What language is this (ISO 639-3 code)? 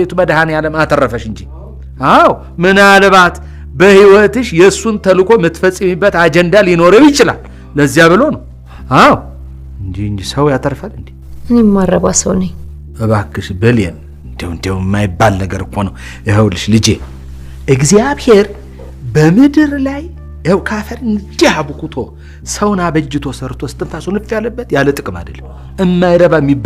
amh